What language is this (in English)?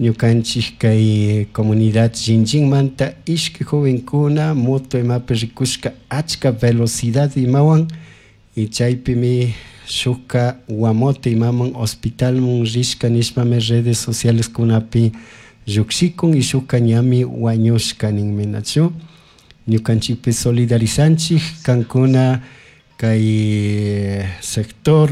Chimborazo Highland Quichua